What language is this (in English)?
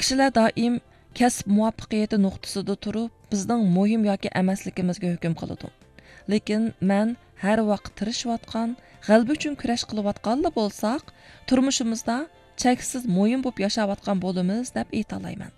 Uyghur